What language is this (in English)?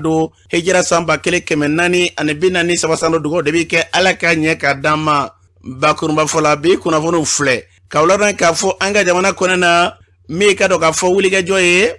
Bambara